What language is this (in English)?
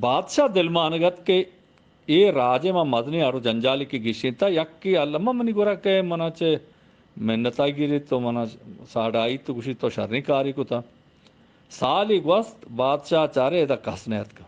Eastern Balochi